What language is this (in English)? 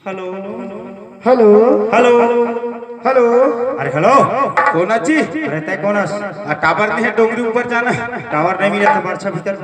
Chhattisgarhi